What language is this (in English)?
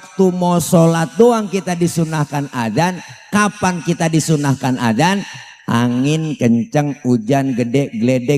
Betawi